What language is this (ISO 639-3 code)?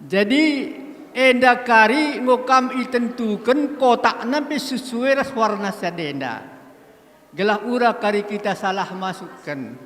btx